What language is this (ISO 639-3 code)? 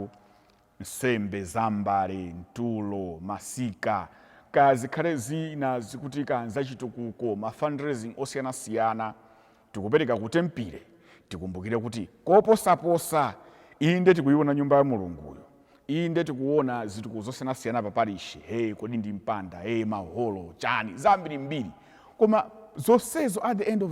nya